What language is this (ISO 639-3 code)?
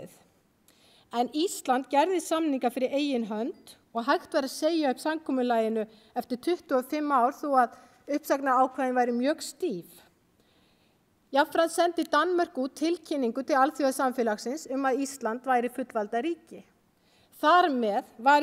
isl